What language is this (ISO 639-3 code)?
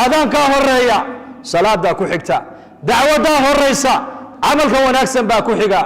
som